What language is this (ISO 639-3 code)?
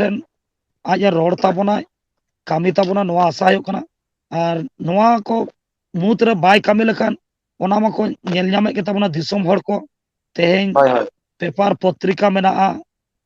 sat